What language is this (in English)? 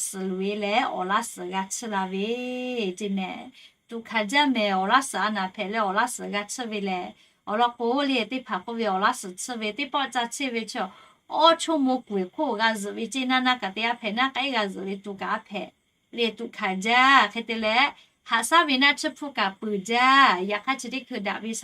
Lahu